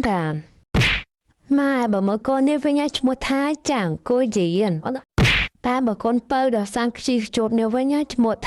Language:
Khmer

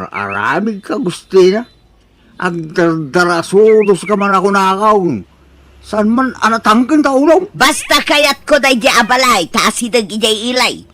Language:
Iloko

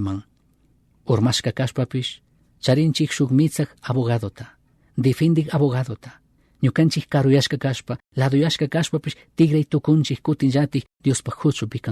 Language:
Chimborazo Highland Quichua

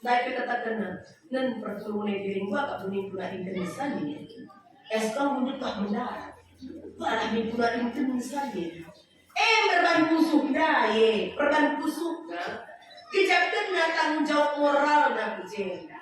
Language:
Batak Karo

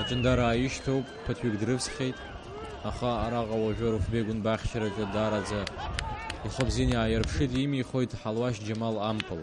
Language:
Abkhazian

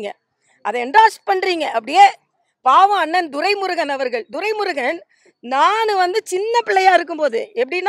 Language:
Tamil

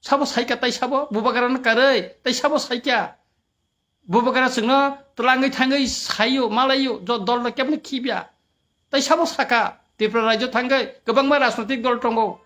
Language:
Kok Borok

